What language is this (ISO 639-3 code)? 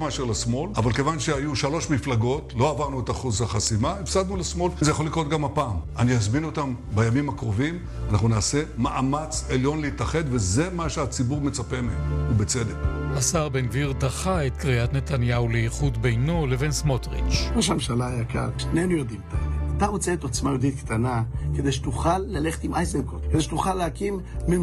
heb